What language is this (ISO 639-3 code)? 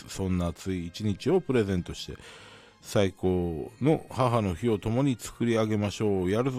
jpn